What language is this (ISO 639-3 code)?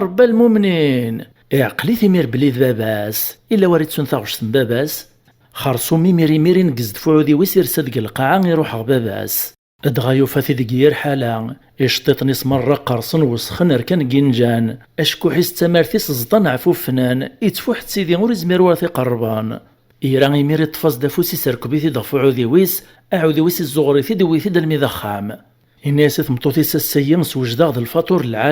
kab